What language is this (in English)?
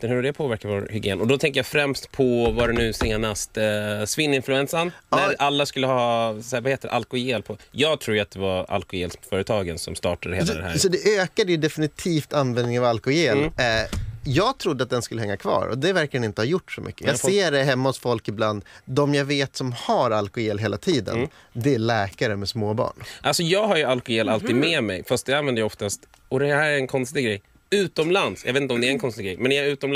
Swedish